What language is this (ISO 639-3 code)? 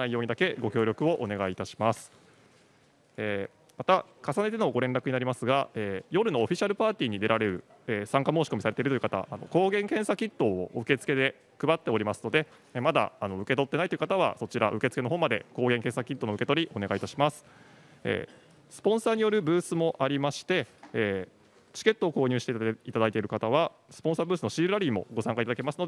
jpn